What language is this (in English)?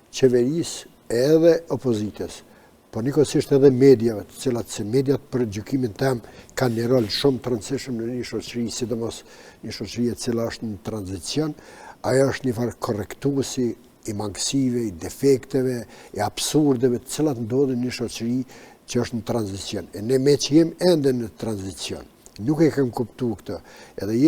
Albanian